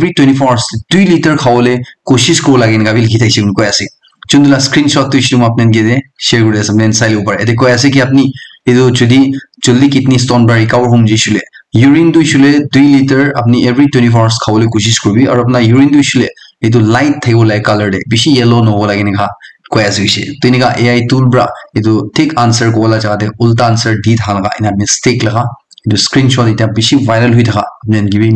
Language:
Naga Pidgin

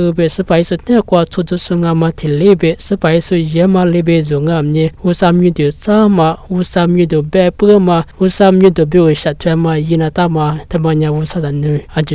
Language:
Lisu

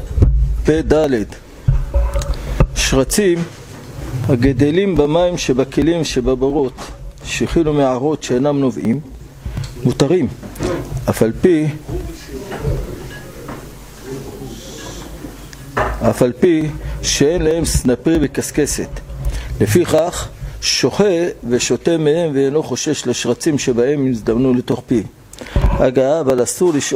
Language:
Hebrew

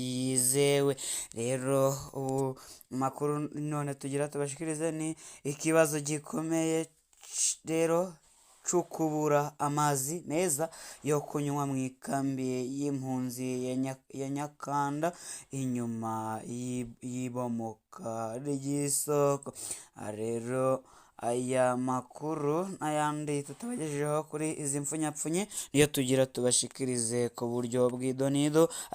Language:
Rundi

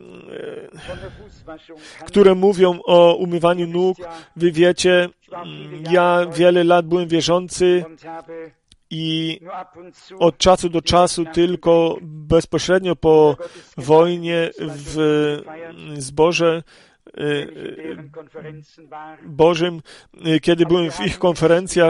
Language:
Polish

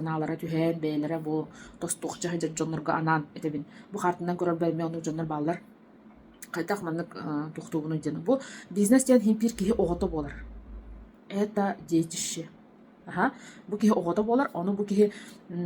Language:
Yakut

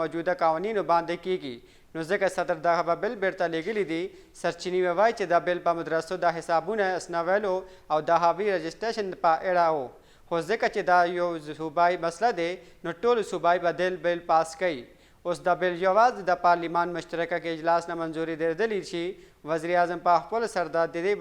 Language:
Pashto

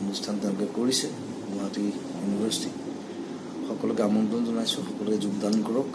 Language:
Assamese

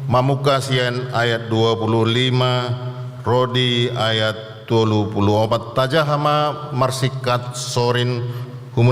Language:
Batak Toba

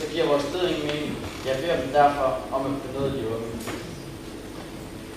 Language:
Danish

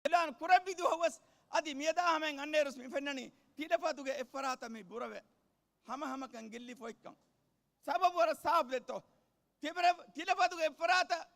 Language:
Divehi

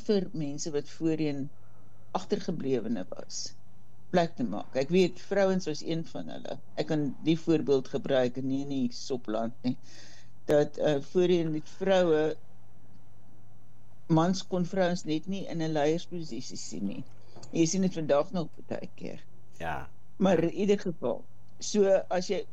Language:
Afrikaans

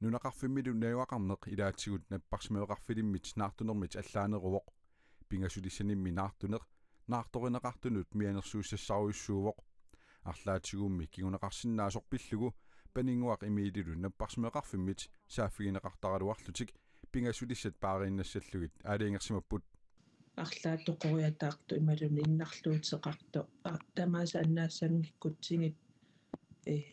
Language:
Kalaallisut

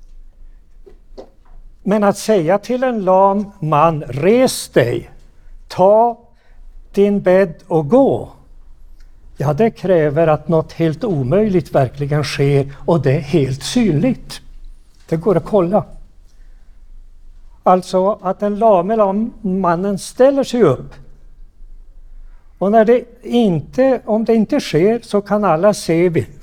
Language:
Swedish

